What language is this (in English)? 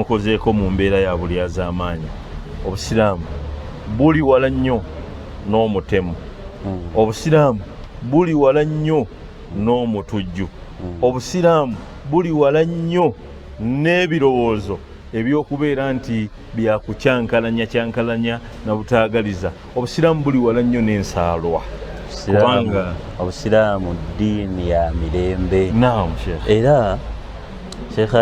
Ganda